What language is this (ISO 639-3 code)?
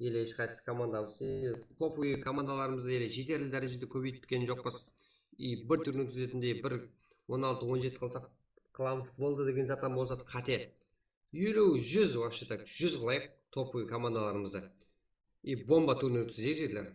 kaa